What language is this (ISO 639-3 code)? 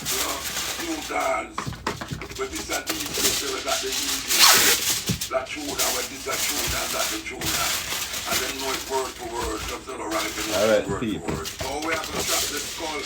jam